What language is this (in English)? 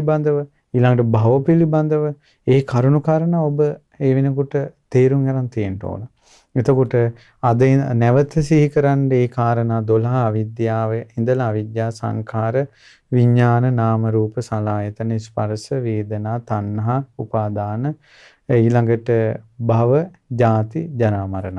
Sinhala